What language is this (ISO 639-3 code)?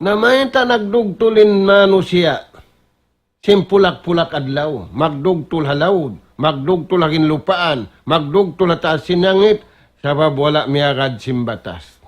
tsg